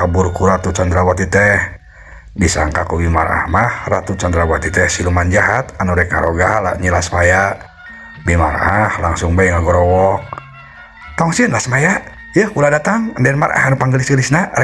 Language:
Sundanese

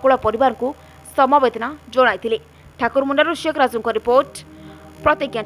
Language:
Odia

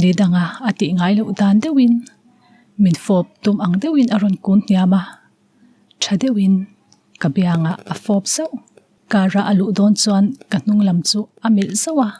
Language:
Mizo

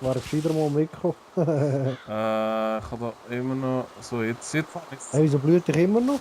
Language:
Swiss German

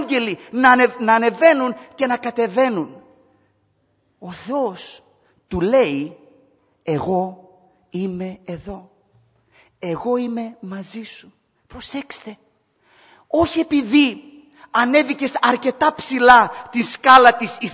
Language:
Greek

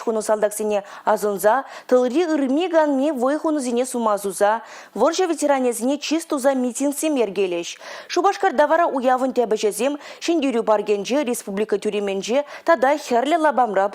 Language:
Chuvash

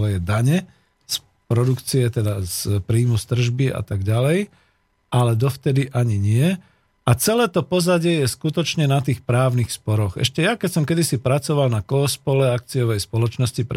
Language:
Slovak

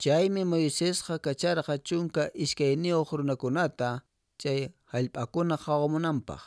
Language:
Quechua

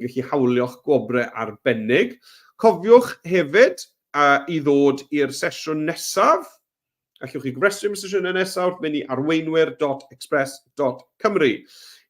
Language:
Welsh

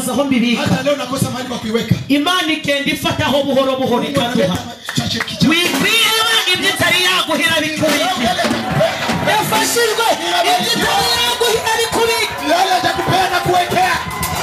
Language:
Kinyarwanda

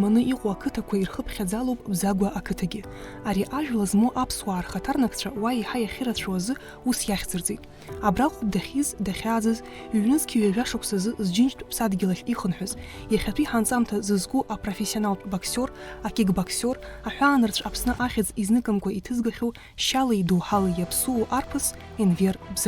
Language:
Abkhazian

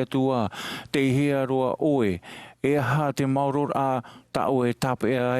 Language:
Tahitian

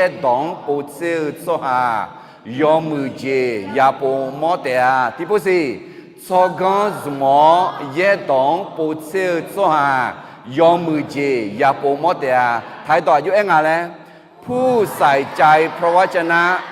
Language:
Akha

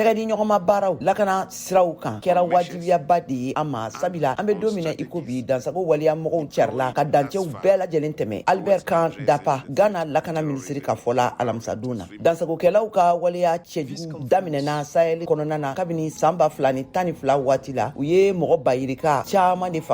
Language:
Bambara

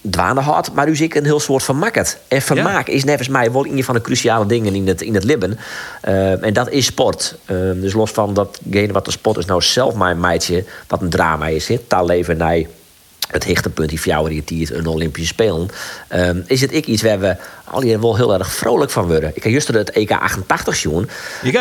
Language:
Western Frisian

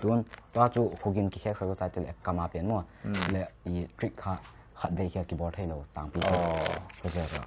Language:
Paite Chin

